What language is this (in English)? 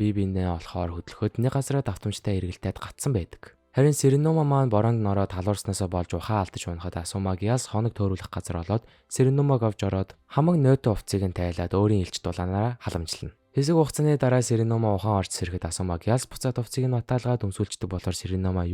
Mongolian